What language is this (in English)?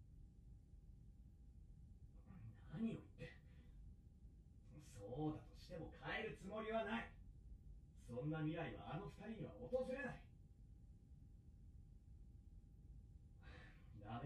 Japanese